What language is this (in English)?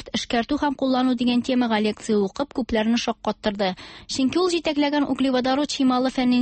Tatar